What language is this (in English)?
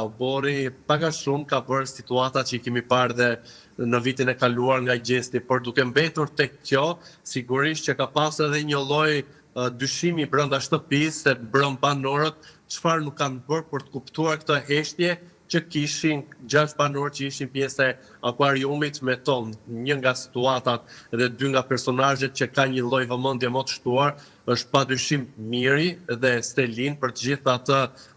Albanian